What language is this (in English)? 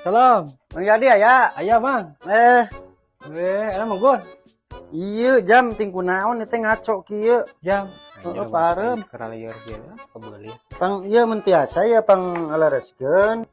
Sundanese